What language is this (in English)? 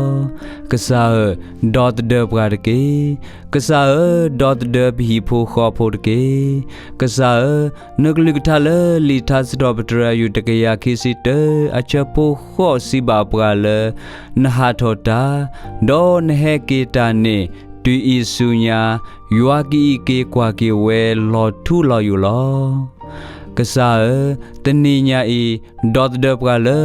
S'gaw Karen